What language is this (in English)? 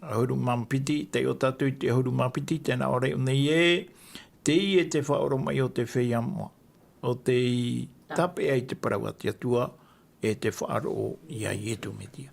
Tahitian